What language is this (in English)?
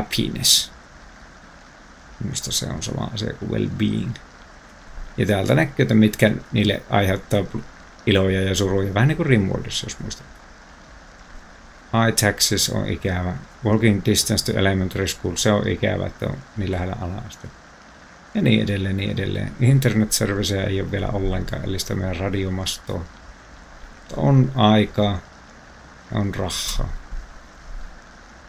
Finnish